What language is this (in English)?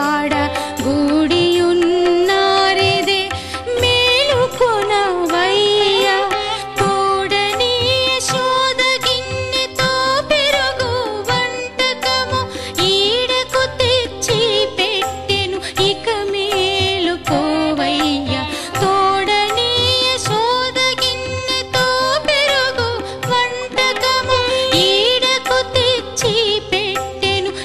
Telugu